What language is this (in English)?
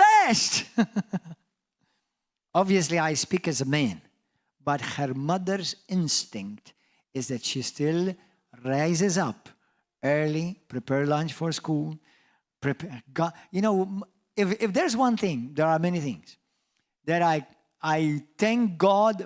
English